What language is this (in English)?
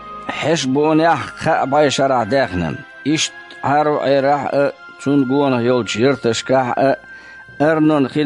Chechen